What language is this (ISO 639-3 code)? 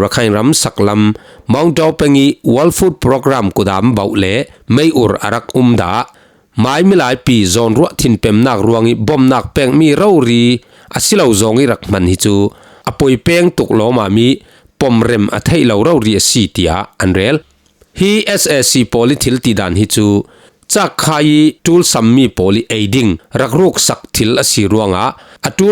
cfm